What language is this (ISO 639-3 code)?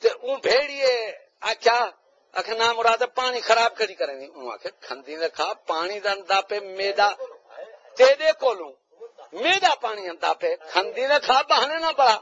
skr